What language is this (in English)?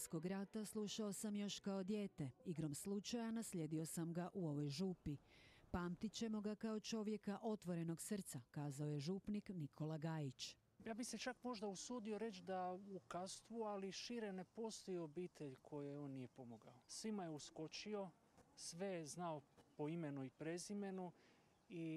Croatian